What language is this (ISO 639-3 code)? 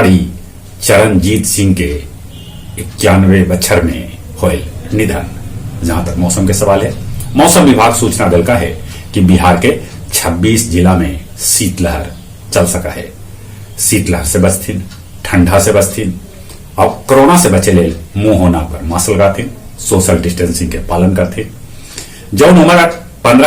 mag